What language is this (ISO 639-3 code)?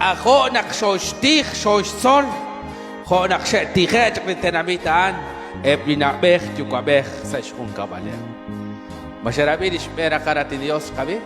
kek